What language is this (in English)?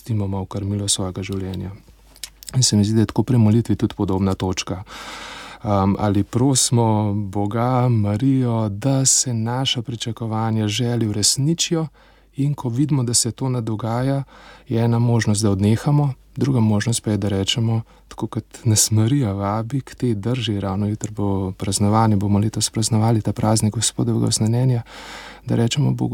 Slovenian